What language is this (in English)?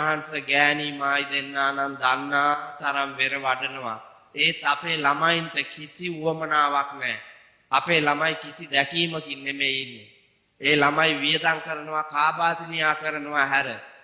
Sinhala